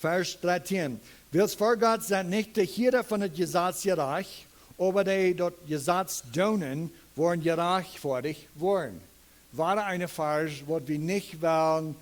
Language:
Plautdietsch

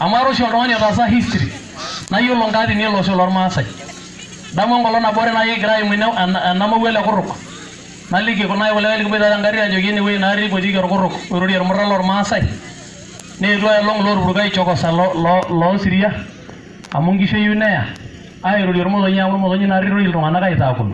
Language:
Masai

